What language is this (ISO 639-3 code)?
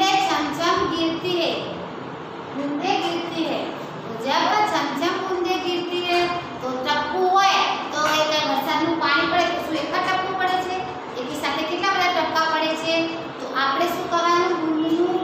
guj